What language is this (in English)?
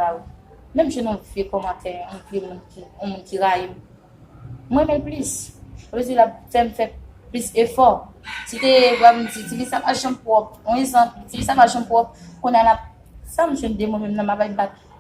Haitian Creole